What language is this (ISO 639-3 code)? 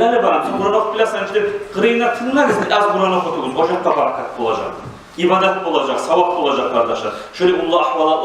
kum